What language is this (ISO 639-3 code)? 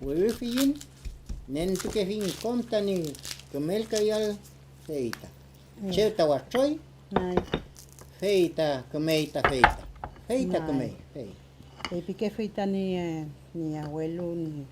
arn